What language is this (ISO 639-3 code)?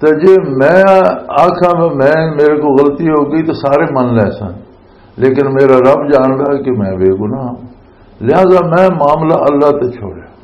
lah